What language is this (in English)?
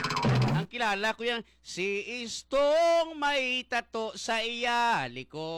Hiligaynon